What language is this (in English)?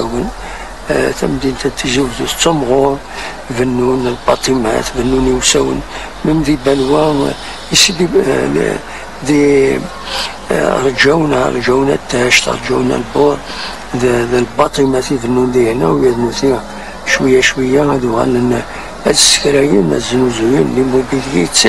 Kabyle